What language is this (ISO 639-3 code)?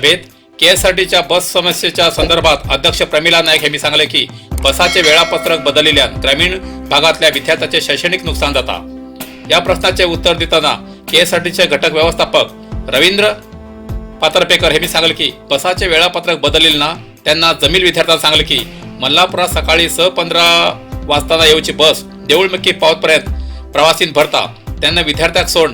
kok